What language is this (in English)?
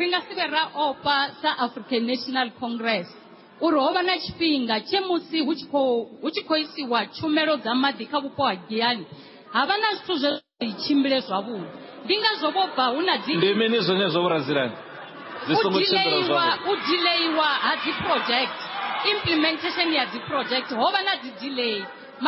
Venda